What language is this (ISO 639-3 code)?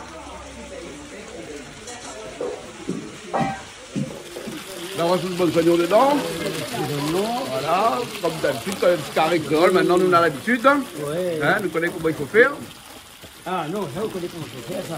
rcf